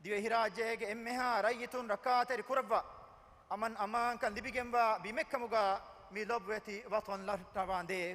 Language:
Divehi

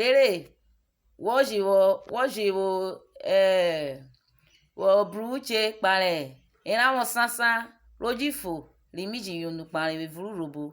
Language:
Urhobo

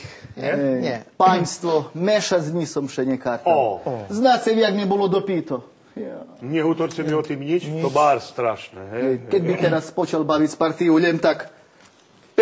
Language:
Rusyn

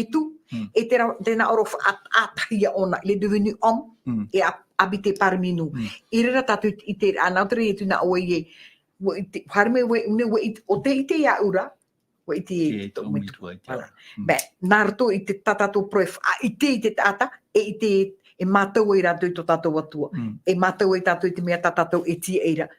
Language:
Tahitian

